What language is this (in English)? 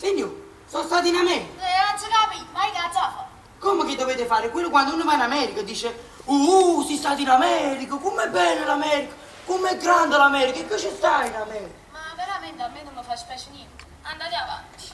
Neapolitan